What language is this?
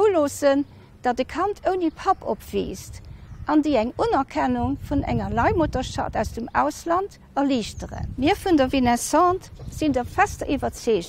Luxembourgish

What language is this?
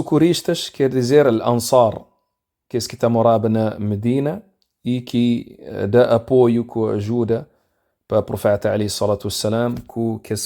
Kabuverdianu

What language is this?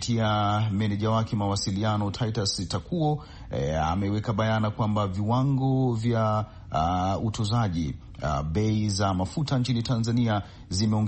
Swahili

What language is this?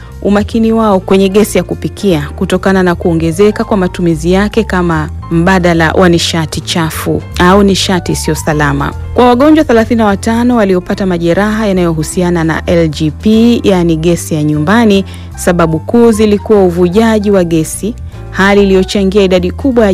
Swahili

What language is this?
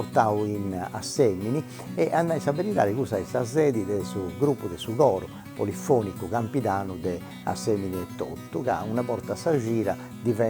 Sardinian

